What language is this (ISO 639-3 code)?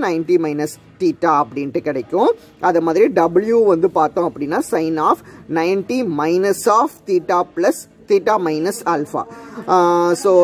tam